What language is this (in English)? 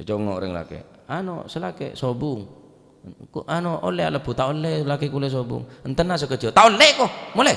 Madurese